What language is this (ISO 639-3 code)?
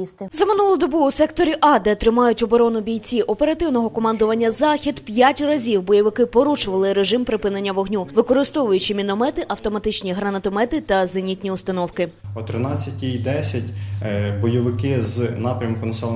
ukr